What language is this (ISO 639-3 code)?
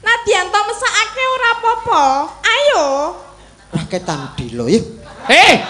jav